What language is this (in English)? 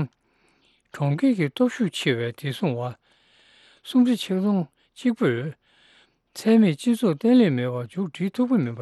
Tibetan